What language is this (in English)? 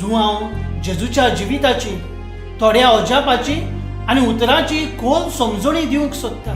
Konkani